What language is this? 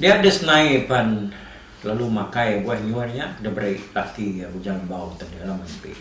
Iban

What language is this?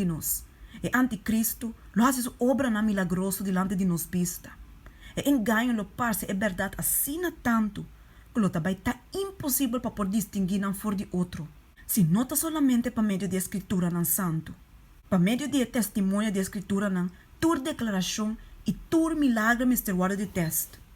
Papiamento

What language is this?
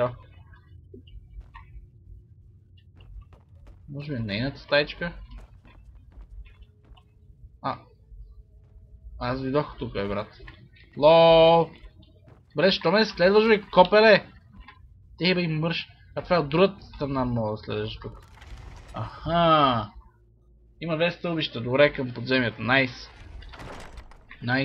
Bulgarian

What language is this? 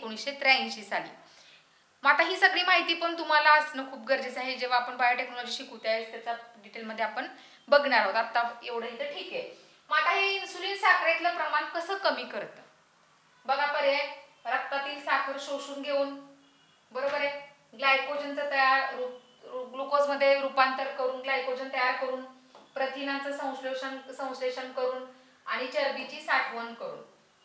Marathi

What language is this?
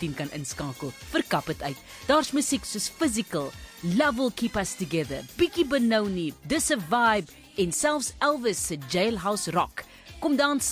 Afrikaans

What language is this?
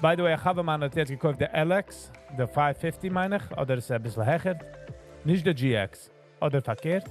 Yiddish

